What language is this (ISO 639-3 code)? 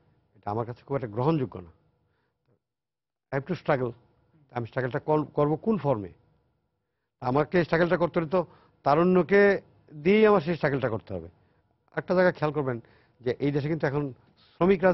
ben